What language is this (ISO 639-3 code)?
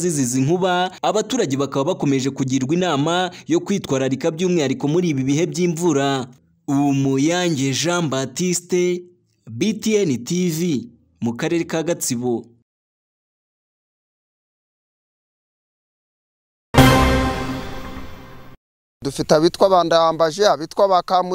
kin